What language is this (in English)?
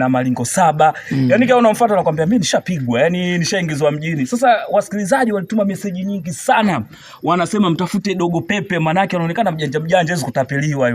Swahili